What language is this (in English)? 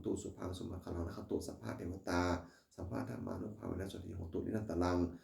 Pali